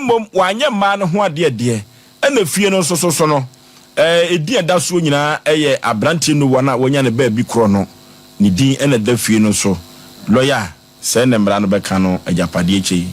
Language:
Akan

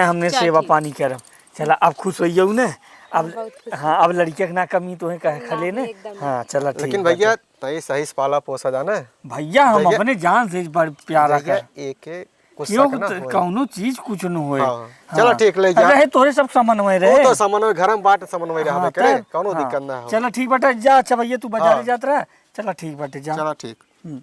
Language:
Awadhi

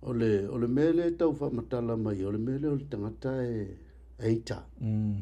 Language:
Samoan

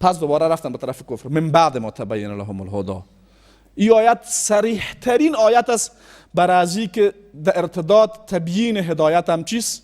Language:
Persian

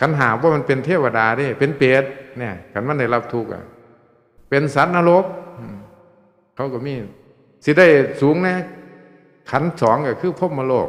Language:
Northeastern Thai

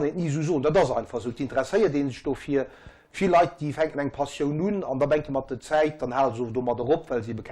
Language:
Luxembourgish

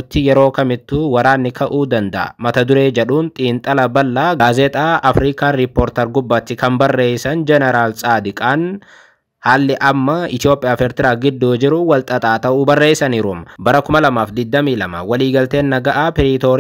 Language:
Oromo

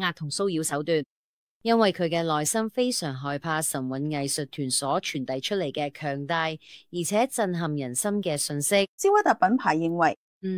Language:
Cantonese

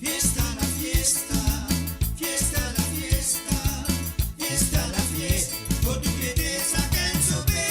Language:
Morisyen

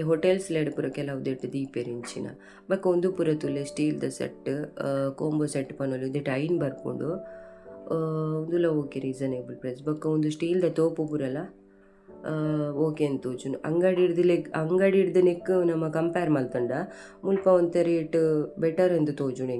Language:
Tulu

